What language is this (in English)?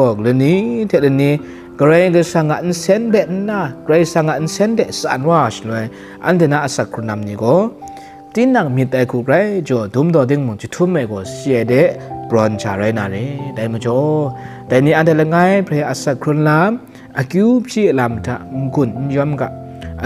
Kachin